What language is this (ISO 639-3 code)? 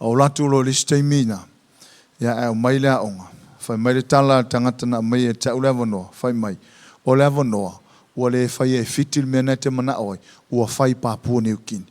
smo